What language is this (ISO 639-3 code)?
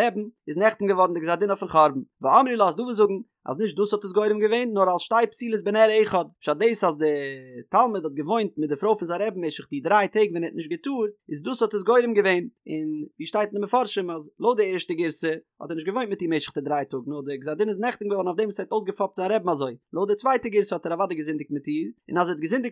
yid